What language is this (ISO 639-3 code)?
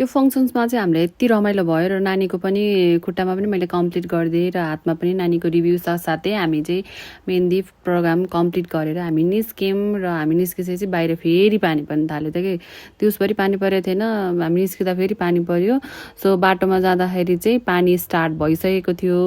nep